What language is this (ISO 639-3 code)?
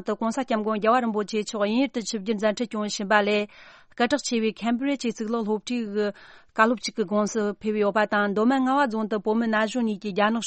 bod